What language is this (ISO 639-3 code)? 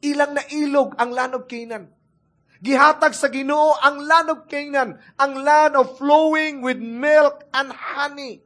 ceb